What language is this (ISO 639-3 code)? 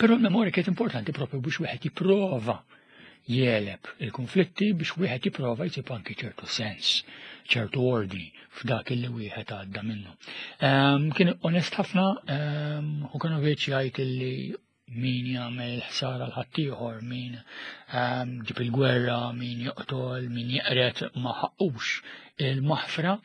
mlt